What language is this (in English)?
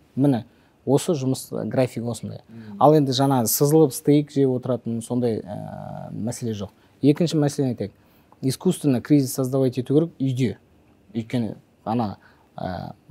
Kazakh